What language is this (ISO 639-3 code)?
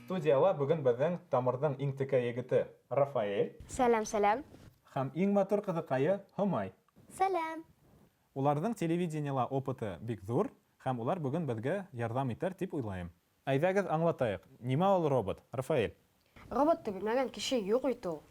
bak